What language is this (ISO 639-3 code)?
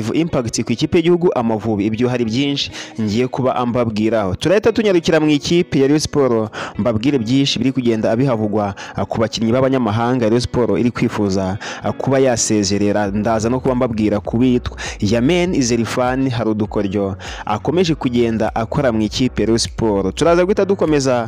kin